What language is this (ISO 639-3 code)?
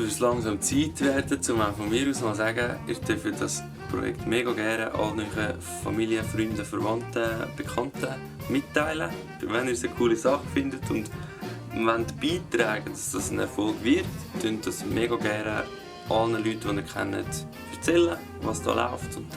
gsw